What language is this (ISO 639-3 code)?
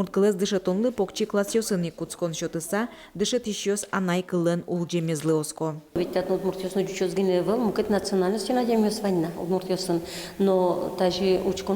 udm